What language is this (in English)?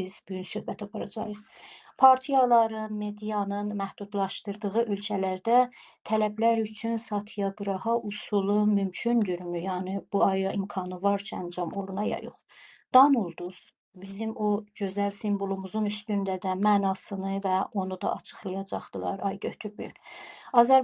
South Azerbaijani